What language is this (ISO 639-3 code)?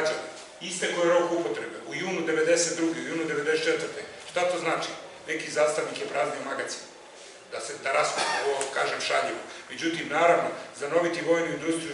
srp